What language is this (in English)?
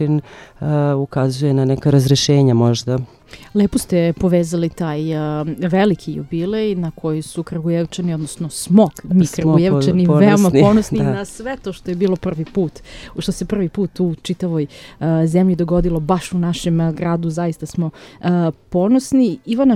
Serbian